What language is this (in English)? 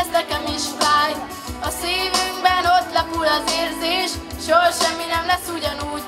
Hungarian